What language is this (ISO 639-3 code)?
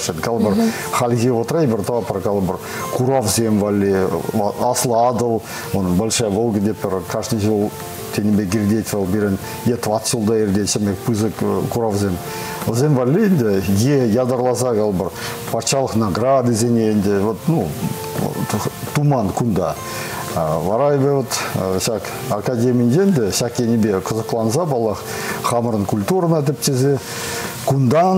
chv